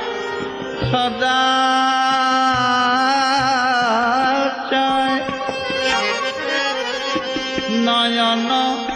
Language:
Bangla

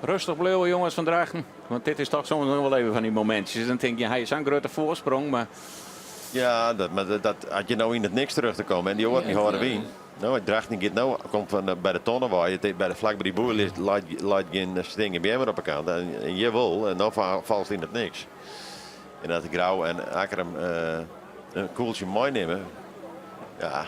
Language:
Western Frisian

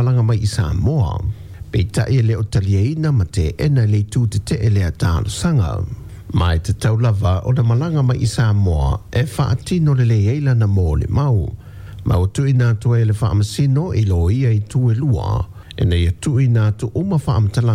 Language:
Samoan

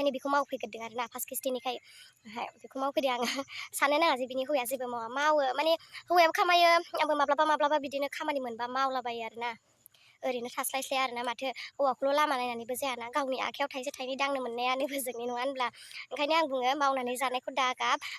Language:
Bodo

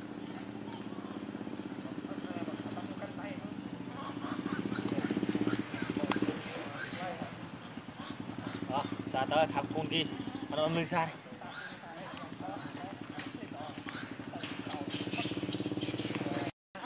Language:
Vietnamese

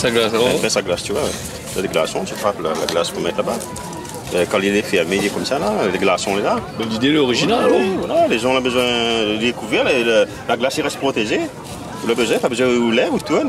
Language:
Réunion Creole French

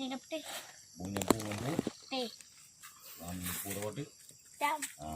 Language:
Achinese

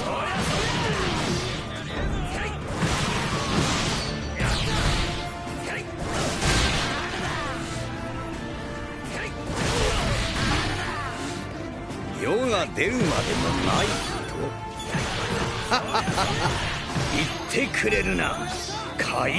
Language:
Japanese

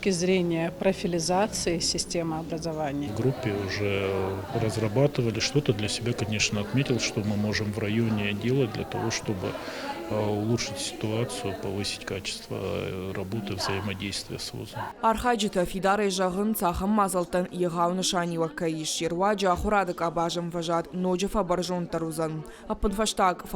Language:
Ossetic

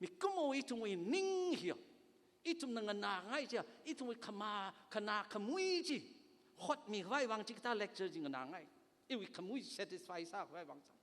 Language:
Tangkhul Naga (India)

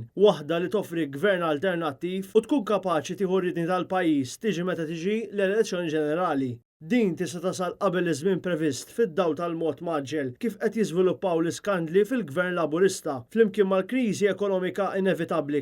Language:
Maltese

